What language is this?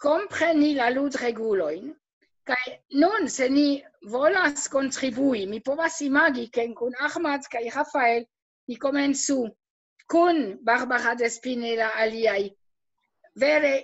Esperanto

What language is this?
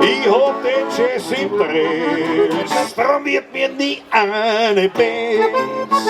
Bavarian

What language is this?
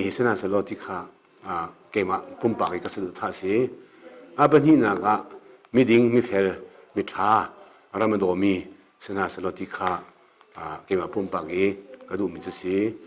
Hakha Chin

